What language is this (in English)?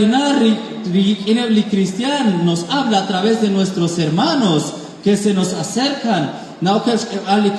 Kekchí